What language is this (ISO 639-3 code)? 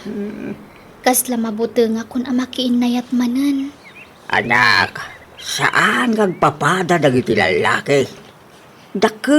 ilo